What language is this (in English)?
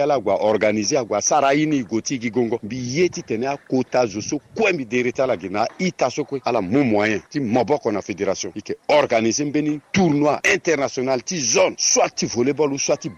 Sango